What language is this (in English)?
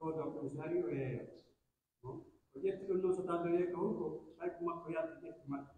Pular